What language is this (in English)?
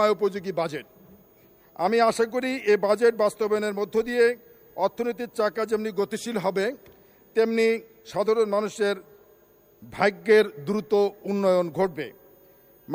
Bangla